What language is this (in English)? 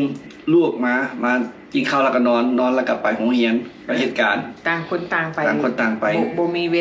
Lao